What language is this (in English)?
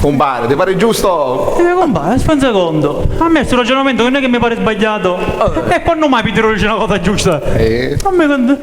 Sicilian